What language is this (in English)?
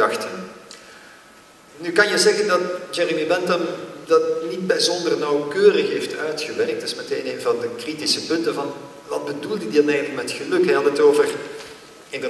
Dutch